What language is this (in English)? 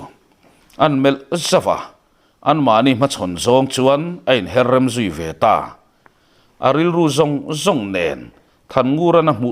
Mizo